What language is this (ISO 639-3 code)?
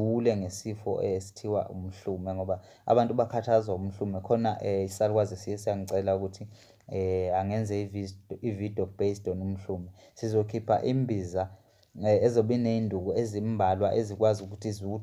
zul